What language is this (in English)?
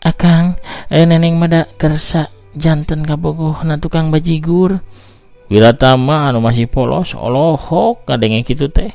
Sundanese